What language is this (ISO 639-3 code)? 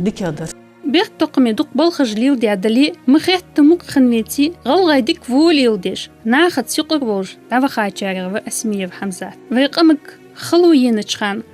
inh